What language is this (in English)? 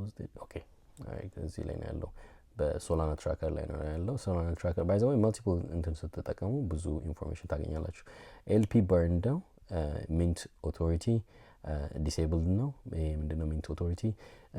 Amharic